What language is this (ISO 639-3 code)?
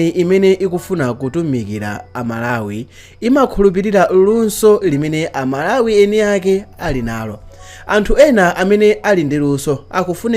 nya